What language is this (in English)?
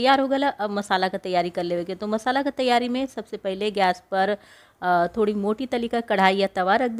Bhojpuri